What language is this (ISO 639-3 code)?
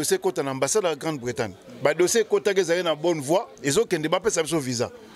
lin